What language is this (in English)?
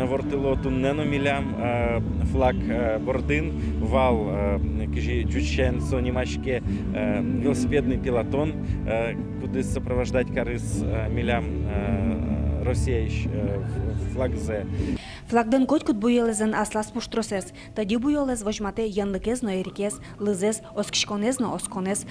Udmurt